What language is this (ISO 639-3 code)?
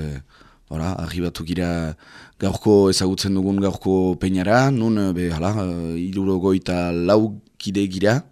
eus